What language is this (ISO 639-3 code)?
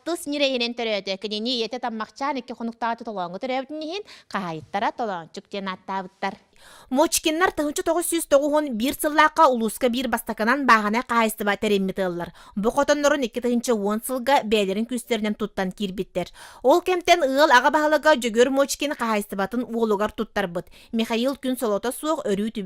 sah